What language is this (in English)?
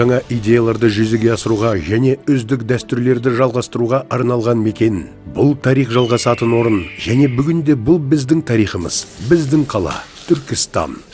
Kazakh